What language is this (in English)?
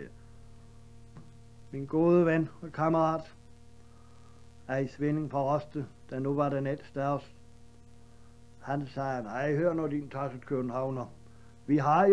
Danish